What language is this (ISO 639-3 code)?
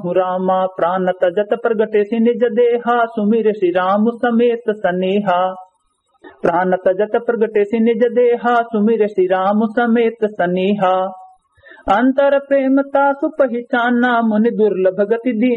awa